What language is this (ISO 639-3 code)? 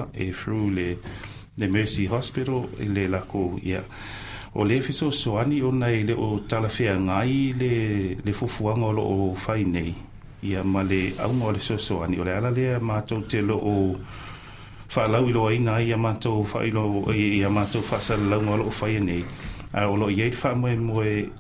smo